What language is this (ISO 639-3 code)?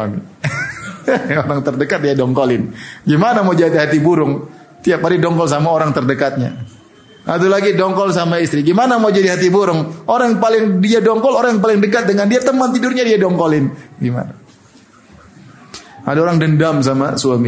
ind